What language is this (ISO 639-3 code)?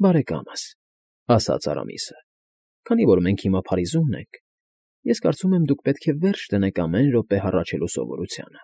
hye